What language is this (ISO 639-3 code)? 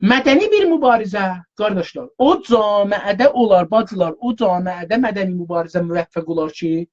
azb